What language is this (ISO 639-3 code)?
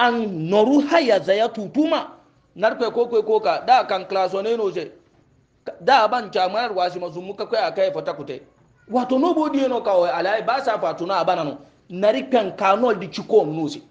hau